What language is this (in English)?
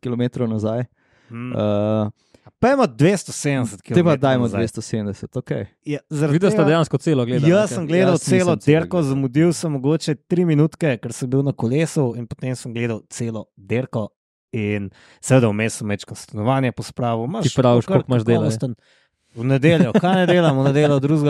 Slovenian